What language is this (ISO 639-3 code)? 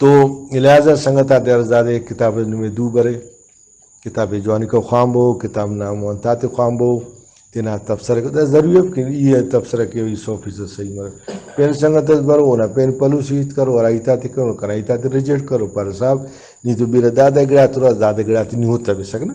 brh